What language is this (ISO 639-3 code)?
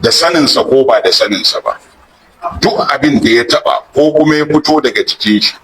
hau